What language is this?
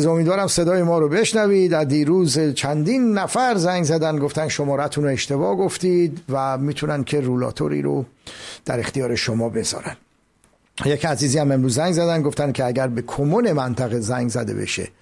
Persian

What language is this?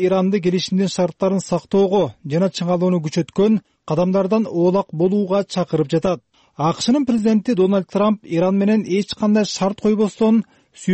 Kyrgyz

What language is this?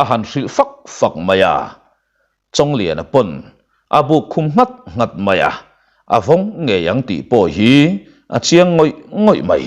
Mizo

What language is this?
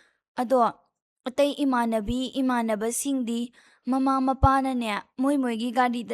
Manipuri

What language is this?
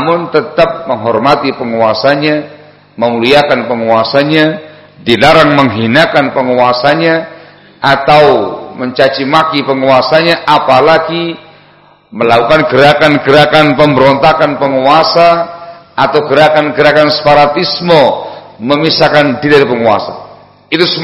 Indonesian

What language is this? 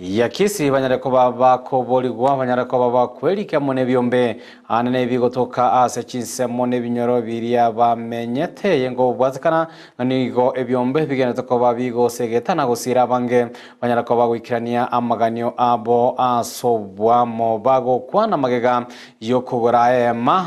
Gusii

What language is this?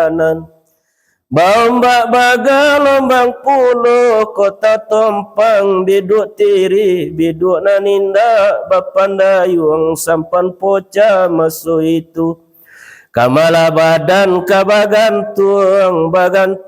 Minangkabau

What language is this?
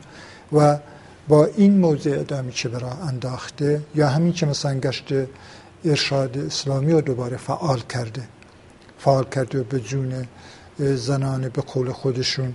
Persian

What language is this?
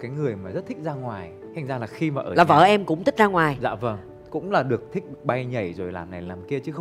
Vietnamese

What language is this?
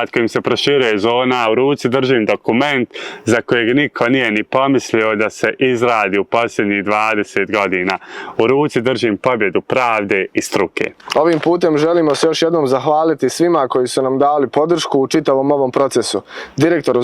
Bosnian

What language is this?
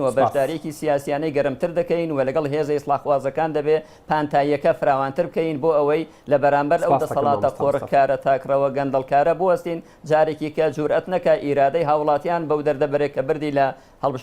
Central Kurdish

